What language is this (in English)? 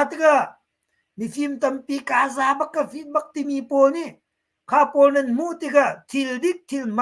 Hakha Chin